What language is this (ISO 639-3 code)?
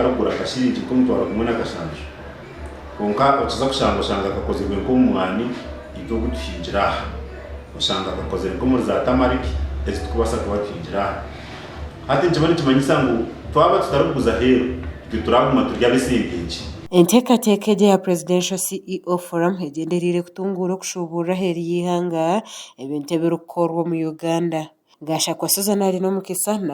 nyn